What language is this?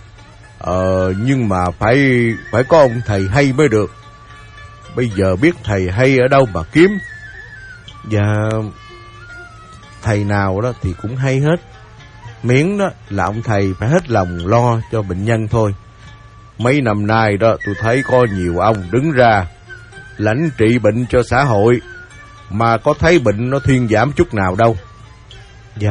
Vietnamese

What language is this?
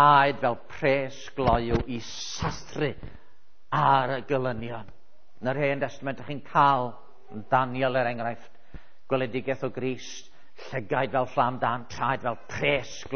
Welsh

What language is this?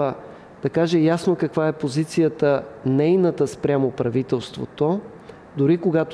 Bulgarian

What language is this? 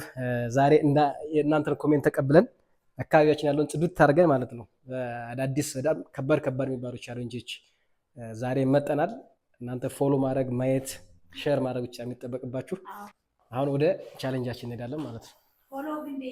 Amharic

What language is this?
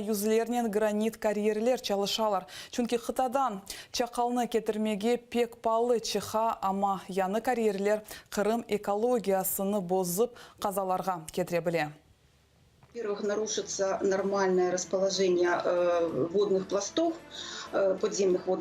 Crimean Tatar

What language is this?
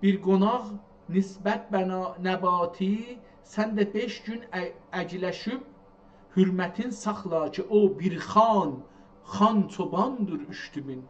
South Azerbaijani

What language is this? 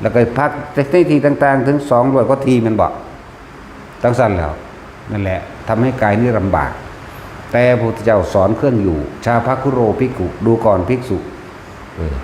Northeastern Thai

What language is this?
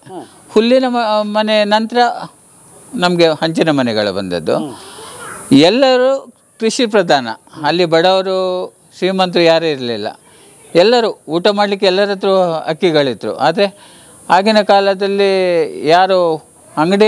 Kannada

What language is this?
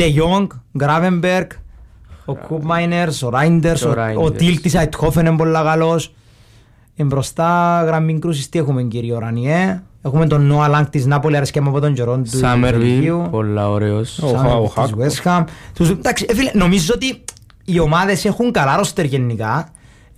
Greek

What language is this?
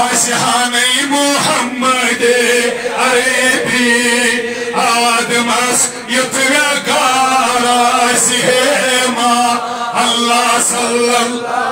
Kashmiri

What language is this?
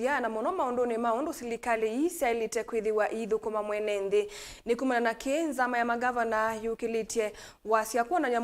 Kamba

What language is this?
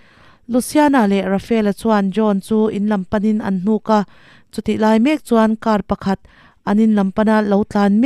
Mizo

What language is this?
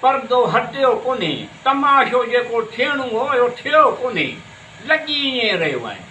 Sindhi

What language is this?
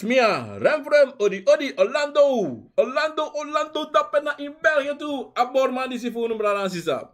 Sranan Tongo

